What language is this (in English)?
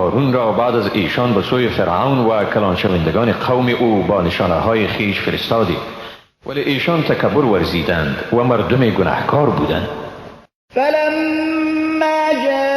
Persian